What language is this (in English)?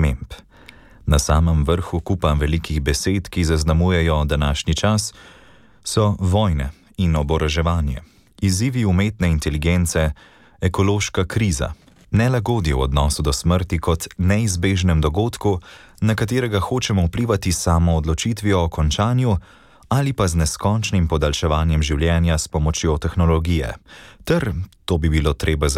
Slovenian